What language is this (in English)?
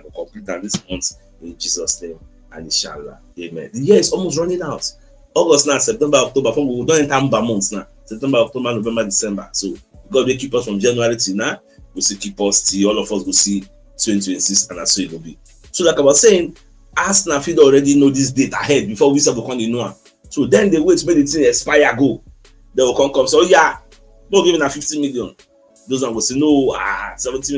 Nigerian Pidgin